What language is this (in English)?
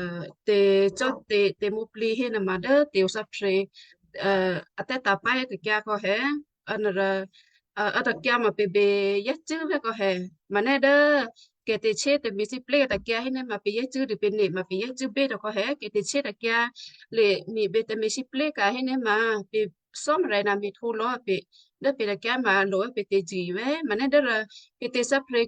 Western Kayah